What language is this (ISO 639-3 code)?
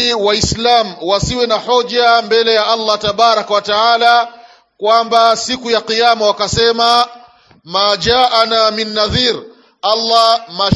swa